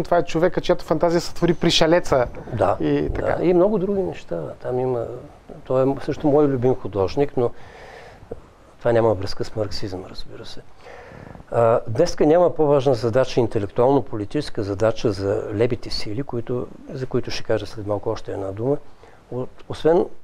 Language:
Bulgarian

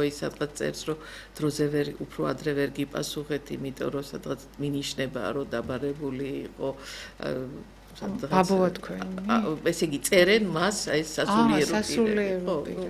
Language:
Georgian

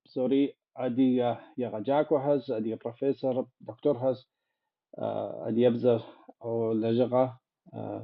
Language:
Kabardian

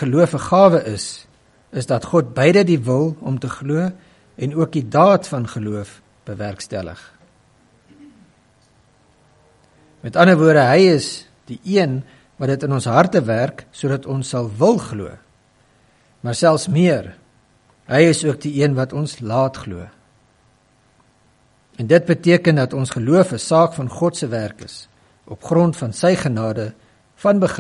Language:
Afrikaans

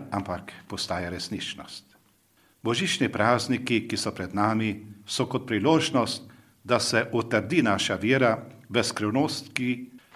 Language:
Slovenian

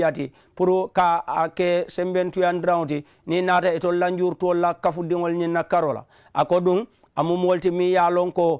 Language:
Mandingo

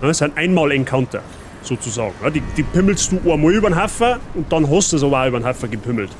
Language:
Bavarian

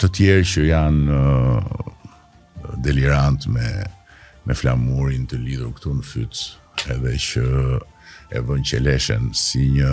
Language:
Albanian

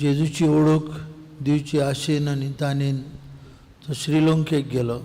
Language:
Konkani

